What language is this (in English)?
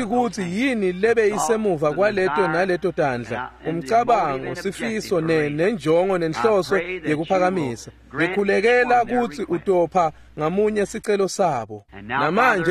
Swati